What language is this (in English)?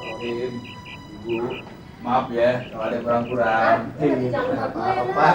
Betawi